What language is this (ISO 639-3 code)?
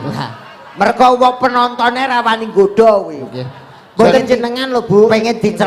jav